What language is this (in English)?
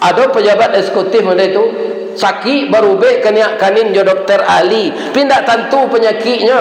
Minangkabau